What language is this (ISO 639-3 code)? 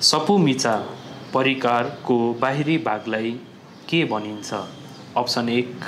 nep